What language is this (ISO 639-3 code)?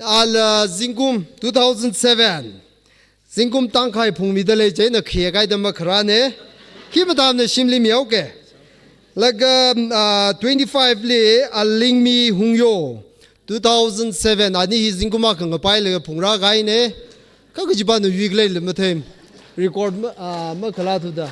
nmf